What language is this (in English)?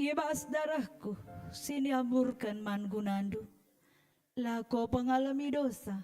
Batak Karo